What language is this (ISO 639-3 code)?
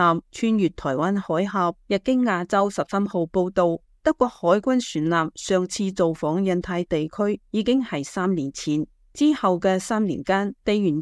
yue